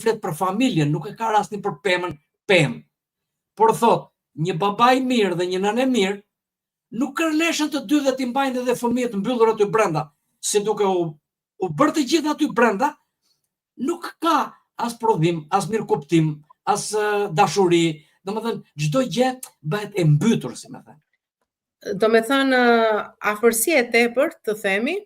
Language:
Albanian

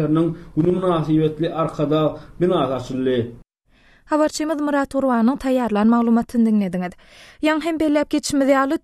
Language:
Turkmen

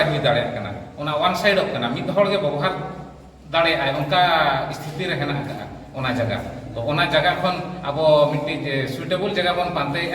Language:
Santali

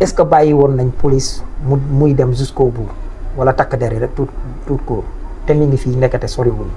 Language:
Wolof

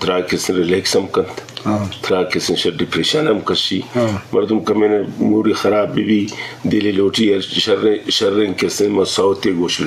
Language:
Eastern Balochi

